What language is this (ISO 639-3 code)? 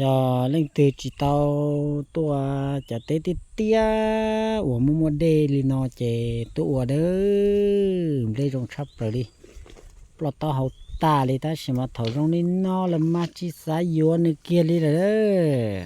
hmn